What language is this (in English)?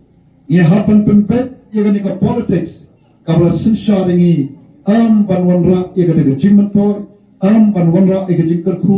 Khasi